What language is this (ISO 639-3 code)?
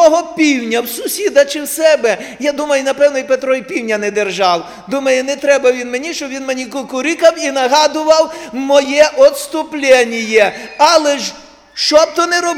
ukr